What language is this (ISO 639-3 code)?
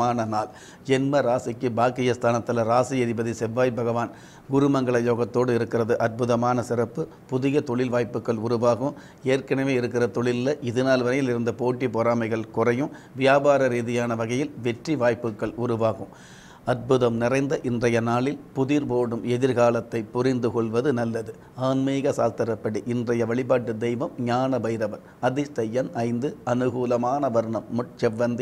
tam